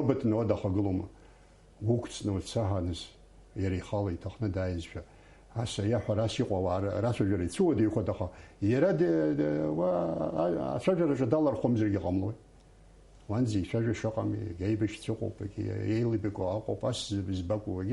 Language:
Abkhazian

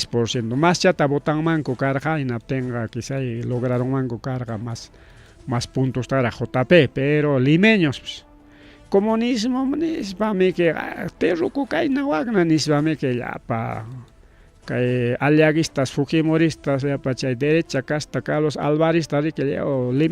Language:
Ayacucho Quechua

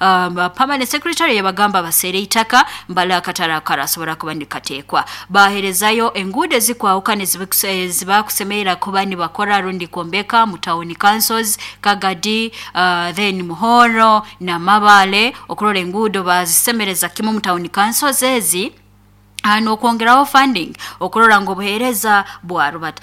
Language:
Nyoro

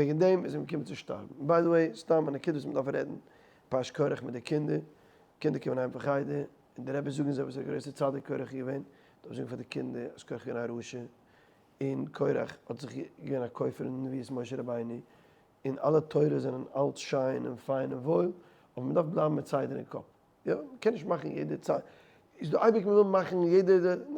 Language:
Yiddish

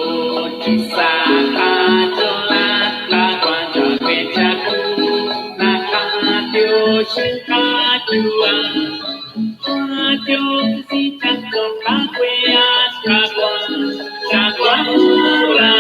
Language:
Kekchí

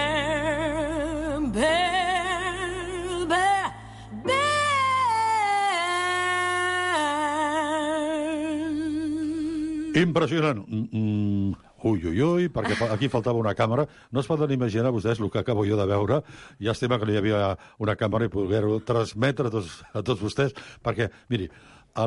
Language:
Catalan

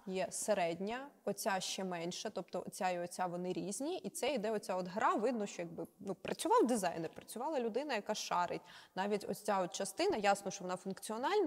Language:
Ukrainian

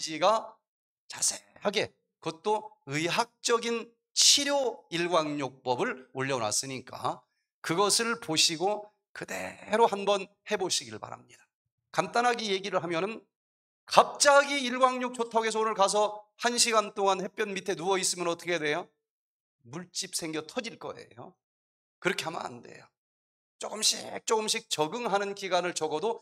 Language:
Korean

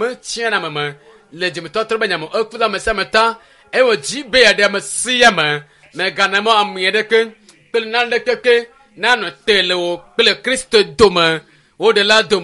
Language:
Ewe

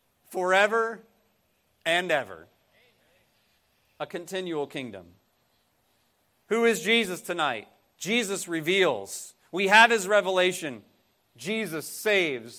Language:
English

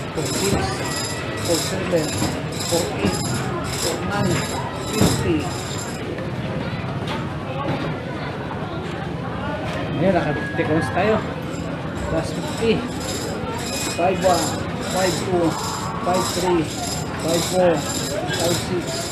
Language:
Filipino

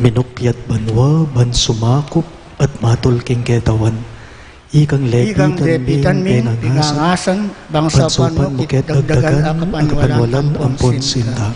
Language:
Pampanga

